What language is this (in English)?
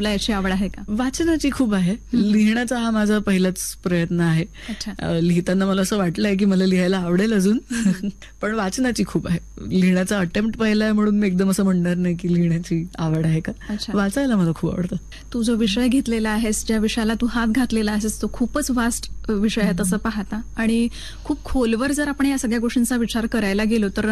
Marathi